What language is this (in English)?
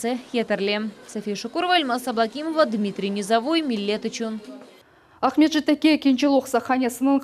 Crimean Tatar